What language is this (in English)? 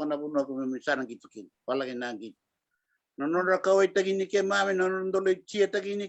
Fijian